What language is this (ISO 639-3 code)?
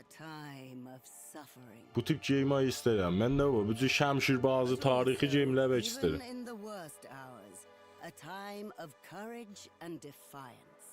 azb